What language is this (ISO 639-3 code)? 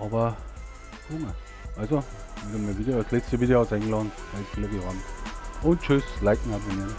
bar